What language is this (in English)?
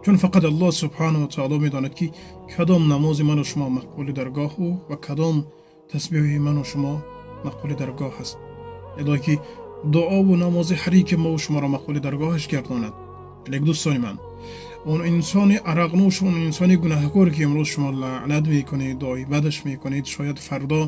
Tajik